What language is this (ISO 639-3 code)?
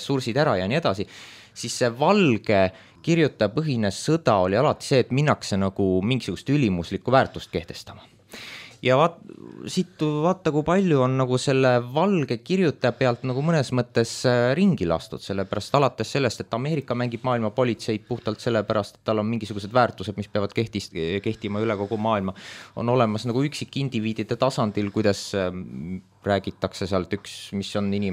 est